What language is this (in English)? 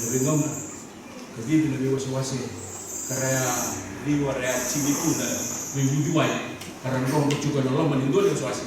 Fijian